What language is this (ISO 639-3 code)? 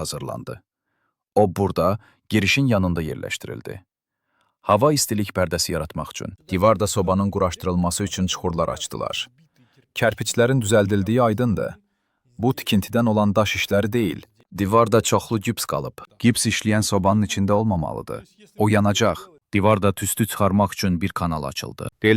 aze